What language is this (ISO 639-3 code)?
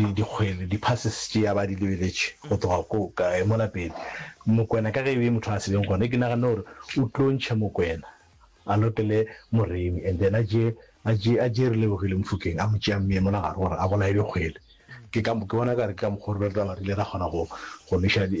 nso